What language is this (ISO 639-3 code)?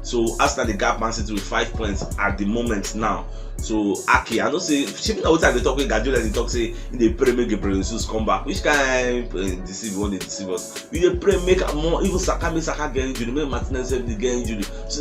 pcm